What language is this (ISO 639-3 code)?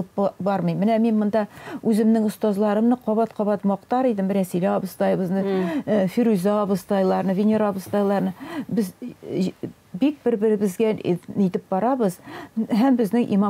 tat